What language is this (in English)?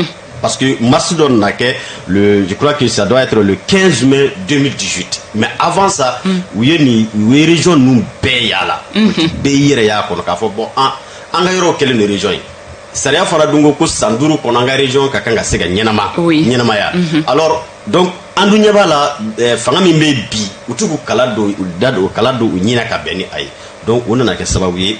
Bambara